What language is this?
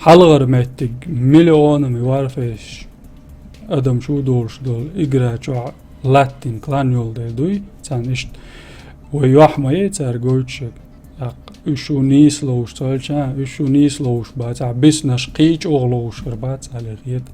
Chechen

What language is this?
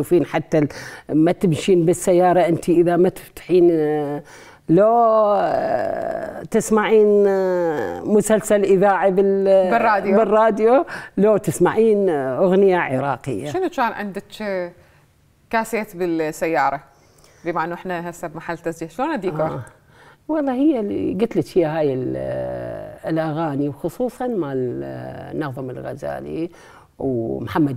Mesopotamian Arabic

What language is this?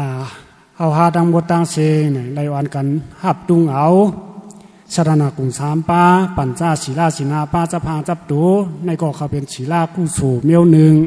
Shan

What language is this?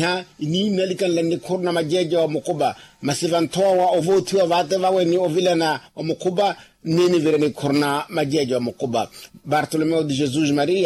Makhuwa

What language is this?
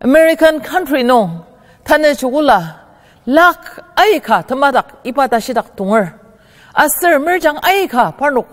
Ao Naga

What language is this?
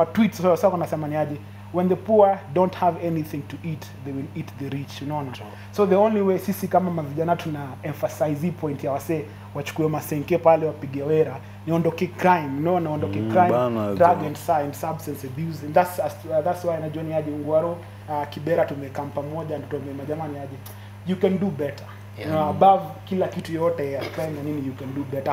Swahili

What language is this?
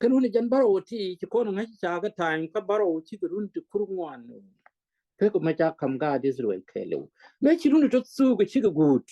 Nuer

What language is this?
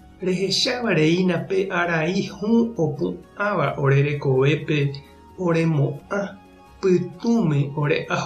Guarani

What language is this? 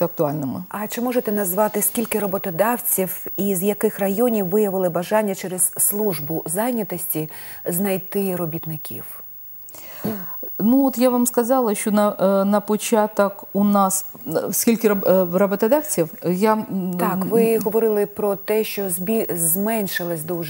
Ukrainian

